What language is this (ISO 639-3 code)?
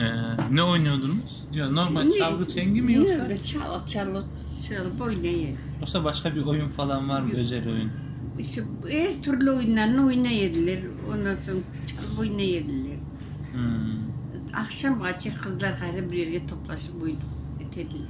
crh